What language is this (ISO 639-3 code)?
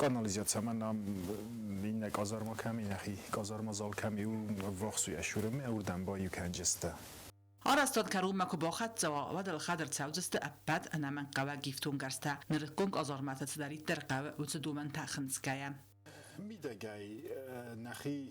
oss